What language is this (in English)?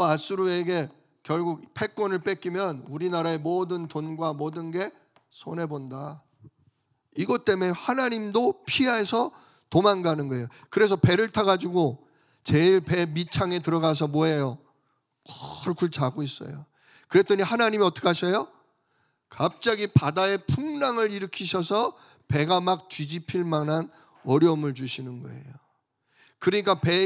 Korean